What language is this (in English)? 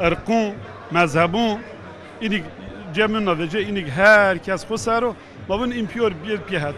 Zaza